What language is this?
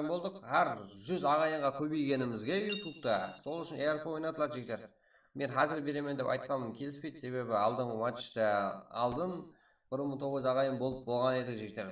Kara-Kalpak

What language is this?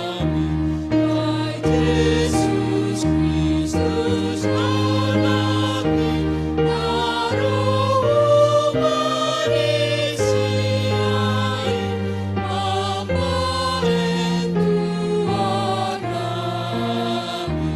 Batak Simalungun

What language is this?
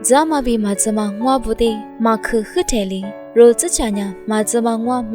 Lisu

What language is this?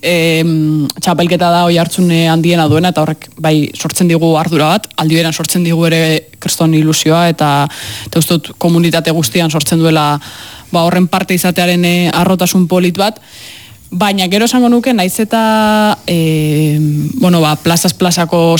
Basque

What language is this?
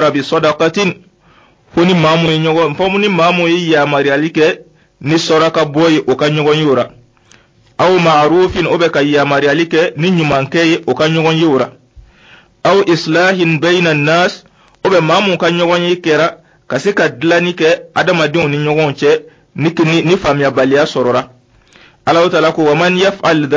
Dyula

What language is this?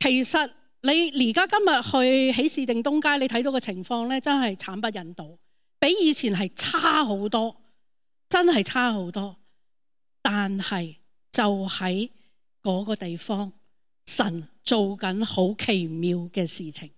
Cantonese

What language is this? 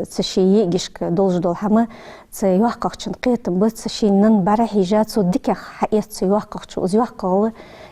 Ingush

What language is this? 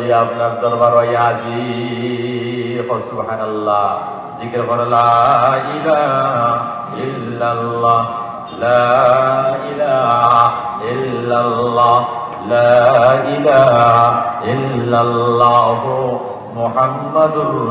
Sylheti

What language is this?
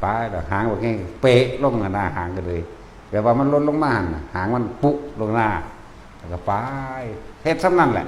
Northeastern Thai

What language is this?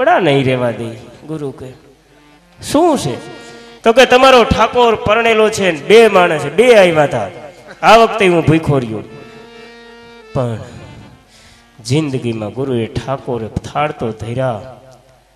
Gujarati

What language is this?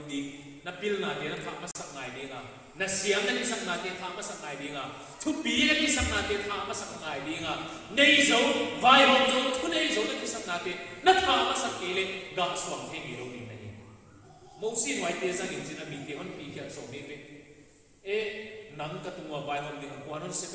Paite Chin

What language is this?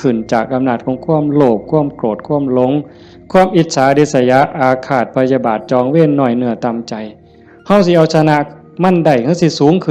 Northeastern Thai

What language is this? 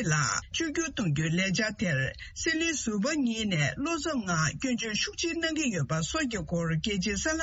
Tibetan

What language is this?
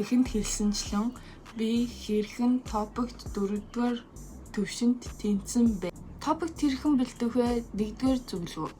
Mongolian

